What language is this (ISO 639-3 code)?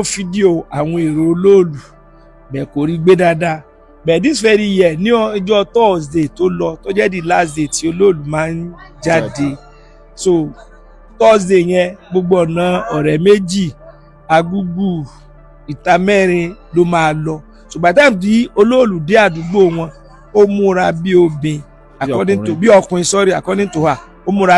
yor